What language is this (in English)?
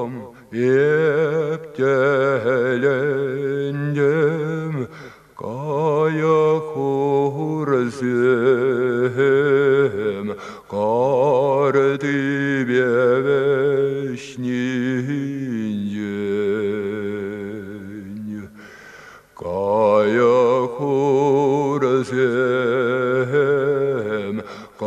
Chuvash